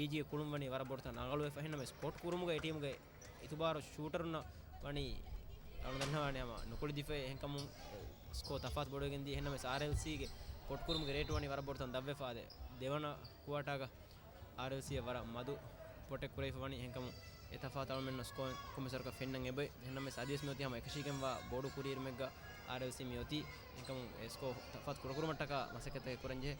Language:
Divehi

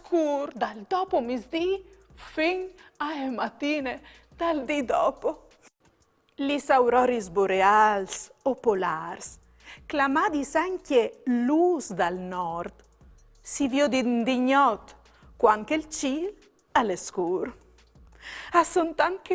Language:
Friulian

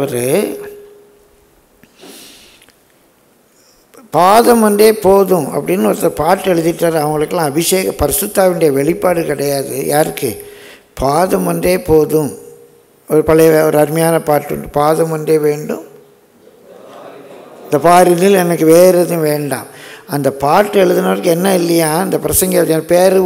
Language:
Tamil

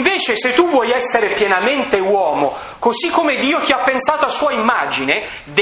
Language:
Italian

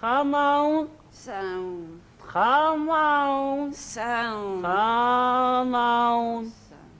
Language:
Scottish Gaelic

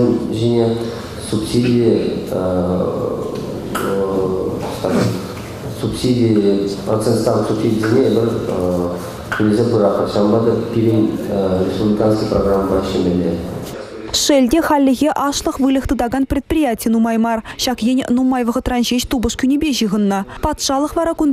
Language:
Chuvash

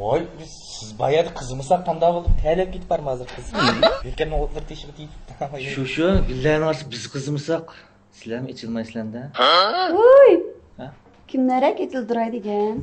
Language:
Uyghur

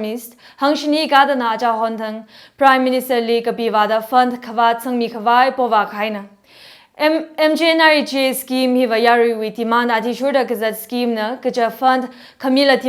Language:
Tangkhul Naga (India)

